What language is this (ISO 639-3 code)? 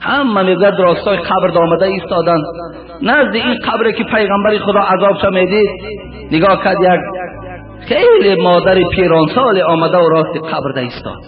tgk